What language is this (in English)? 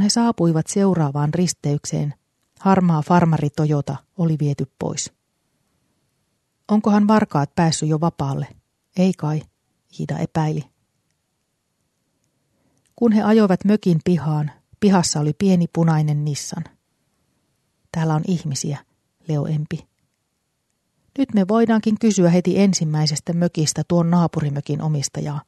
Finnish